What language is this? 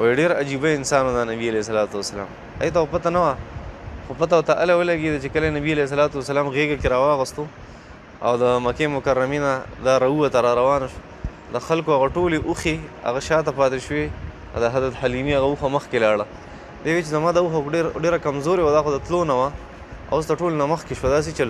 Pashto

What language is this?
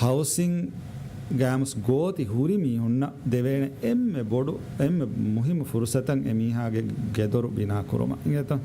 Divehi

